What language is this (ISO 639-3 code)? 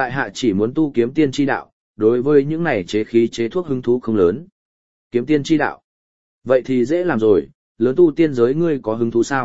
vie